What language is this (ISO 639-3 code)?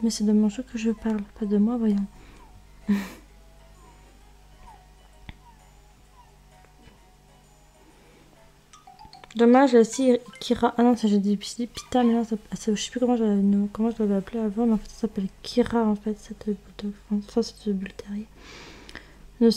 fra